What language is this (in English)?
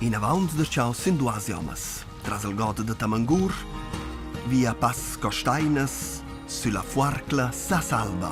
Romansh